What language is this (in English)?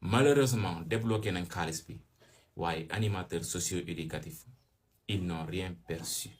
Wolof